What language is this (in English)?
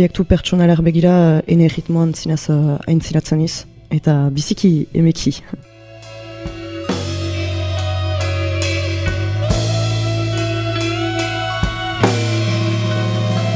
Basque